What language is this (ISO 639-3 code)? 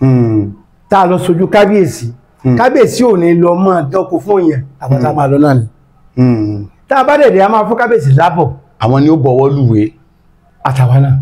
yor